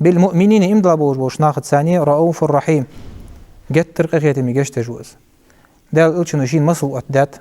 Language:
Ingush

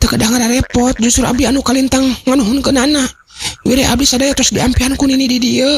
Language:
Sundanese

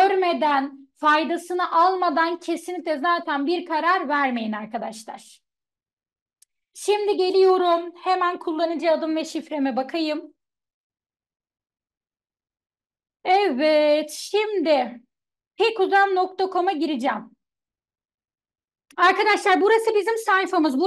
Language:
Turkish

